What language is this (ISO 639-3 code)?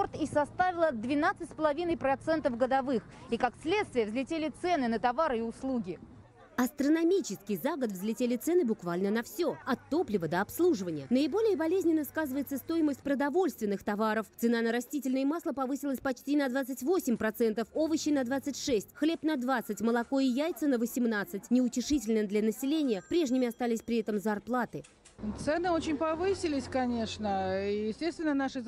rus